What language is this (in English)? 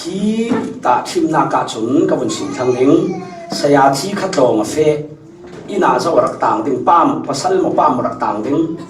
Falam Chin